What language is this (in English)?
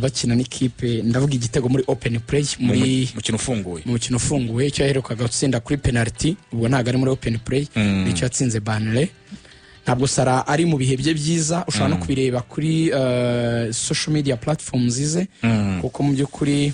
Kinyarwanda